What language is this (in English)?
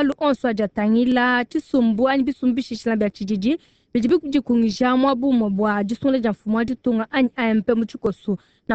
Luba-Lulua